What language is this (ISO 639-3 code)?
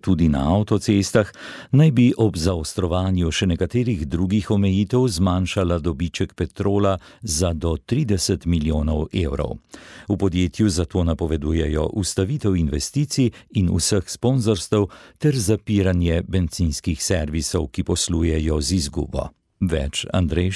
slv